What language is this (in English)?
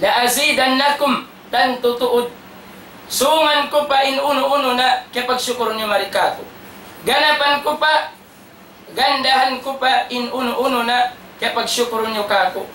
Tausug